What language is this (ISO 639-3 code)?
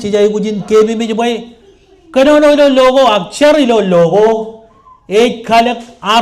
mah